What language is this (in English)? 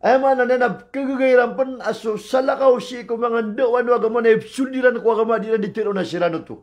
Maranao